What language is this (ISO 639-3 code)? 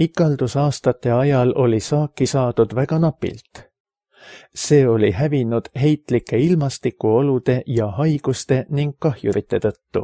est